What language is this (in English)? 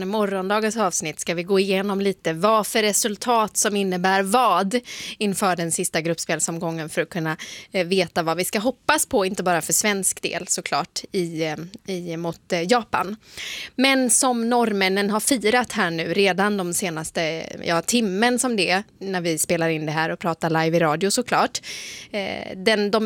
Swedish